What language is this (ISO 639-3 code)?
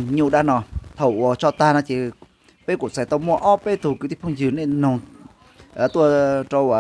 hmn